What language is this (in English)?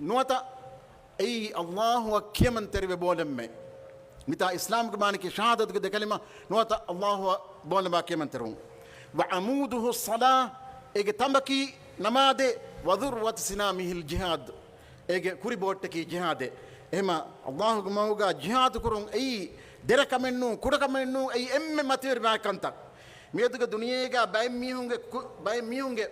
Divehi